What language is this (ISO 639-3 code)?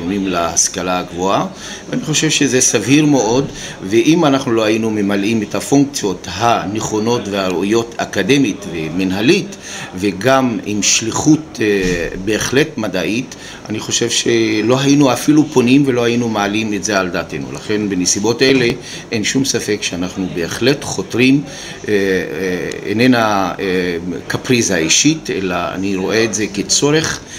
heb